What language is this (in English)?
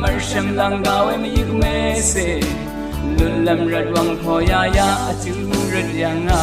Rawang